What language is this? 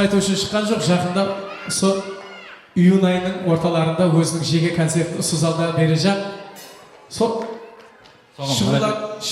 Kara-Kalpak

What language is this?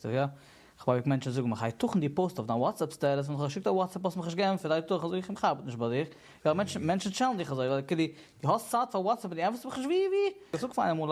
Yiddish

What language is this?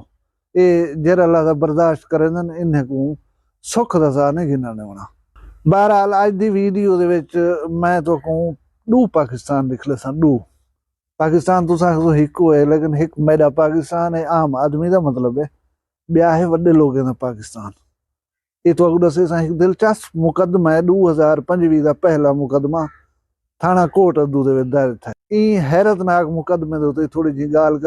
Saraiki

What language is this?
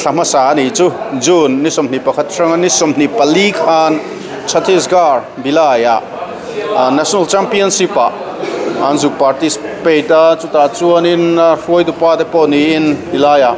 Mizo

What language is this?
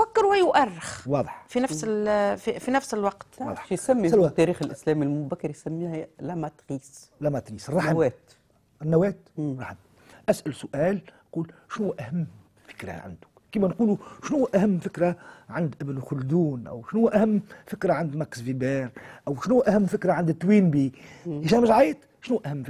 Tunisian Arabic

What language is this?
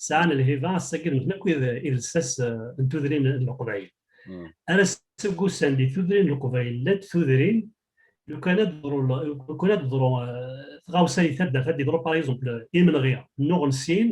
Kabyle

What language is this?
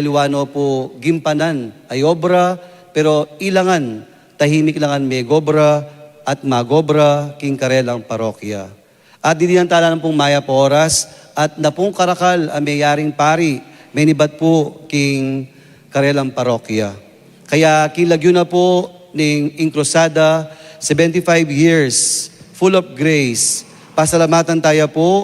Pampanga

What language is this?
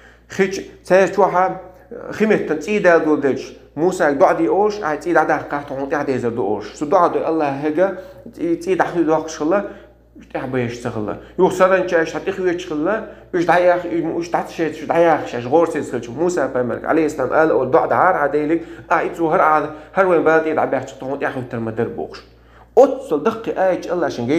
Chechen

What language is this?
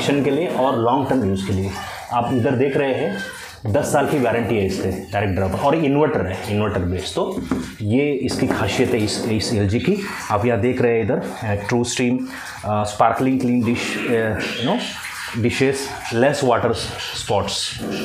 Hindi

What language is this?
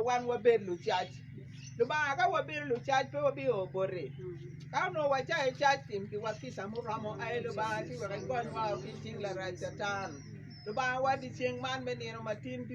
Acoli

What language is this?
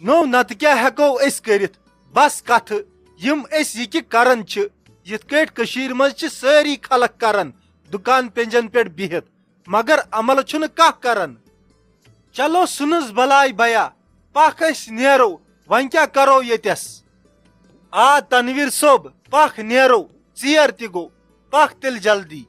Kashmiri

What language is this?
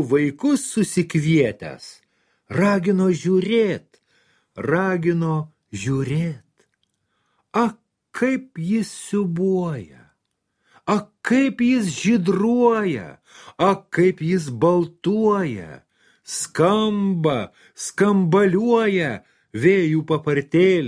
Lithuanian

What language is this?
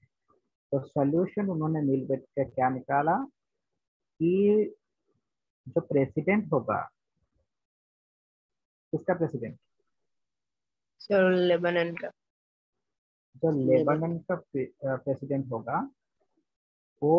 Hindi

